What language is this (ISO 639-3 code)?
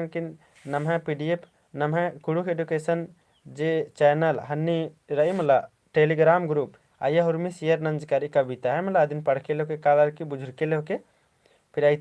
kru